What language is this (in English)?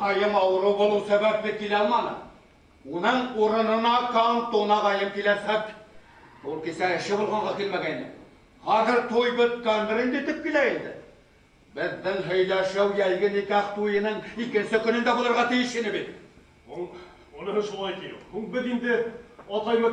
Bashkir